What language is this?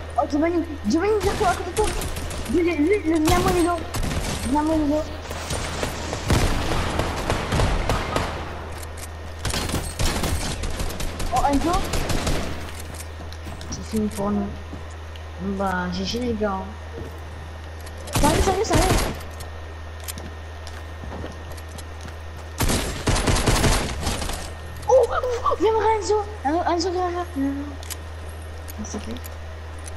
French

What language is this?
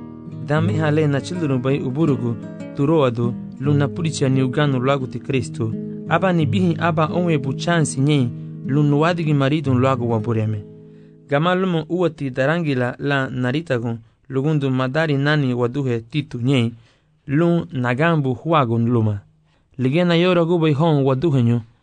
Garifuna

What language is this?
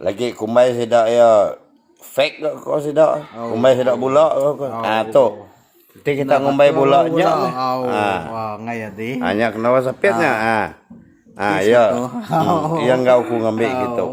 Iban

